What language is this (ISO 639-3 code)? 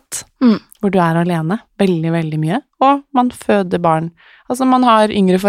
nor